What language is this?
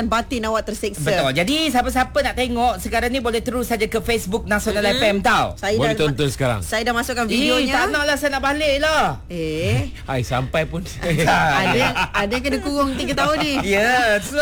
Malay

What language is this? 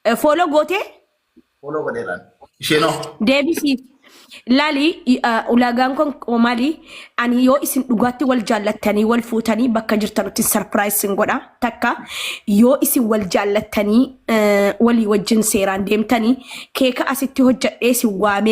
Oromo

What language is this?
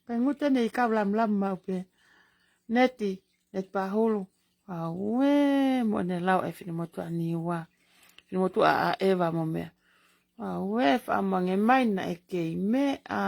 Tongan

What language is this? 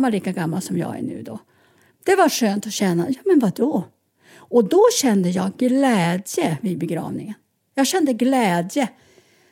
Swedish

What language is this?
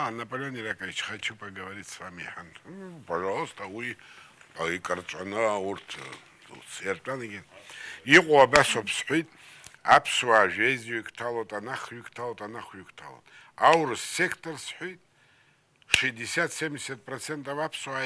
Abkhazian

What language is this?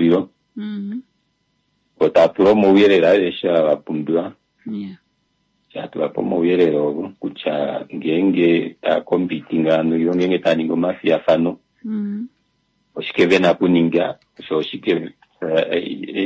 Kuanyama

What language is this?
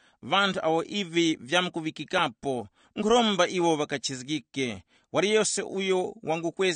Tumbuka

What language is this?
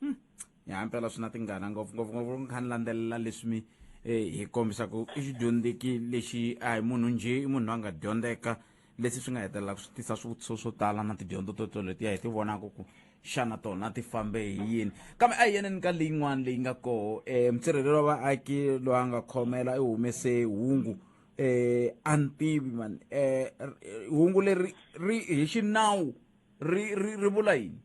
Tsonga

